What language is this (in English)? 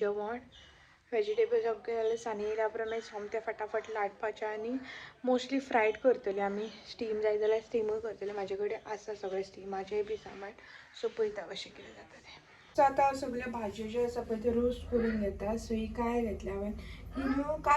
Konkani